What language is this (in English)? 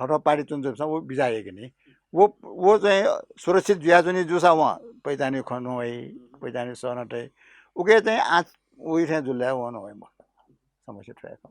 Newari